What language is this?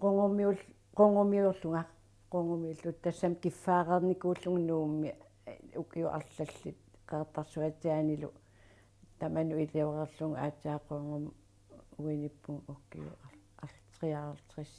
Kalaallisut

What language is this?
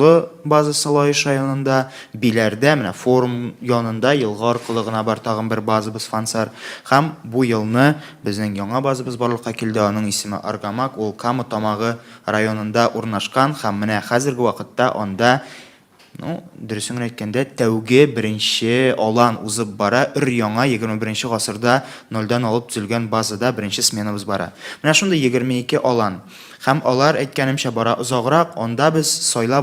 Tatar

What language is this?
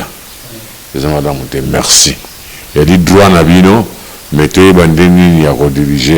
Lingala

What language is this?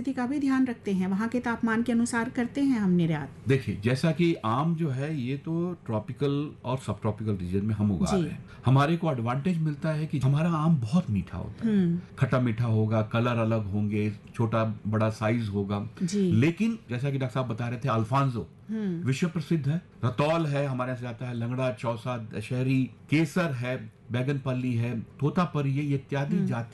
Hindi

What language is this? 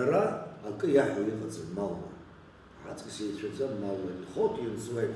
Abkhazian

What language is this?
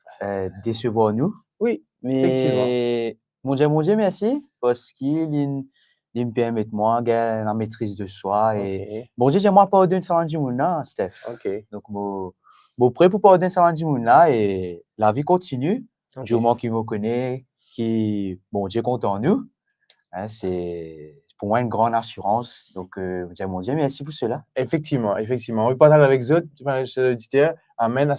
Morisyen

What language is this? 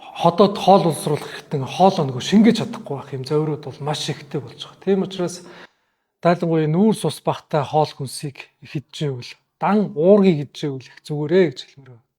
Mongolian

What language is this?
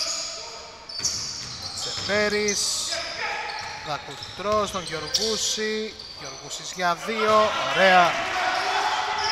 Greek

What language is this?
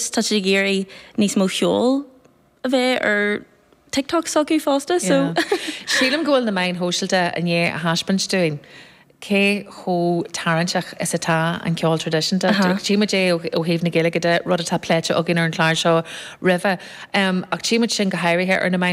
Irish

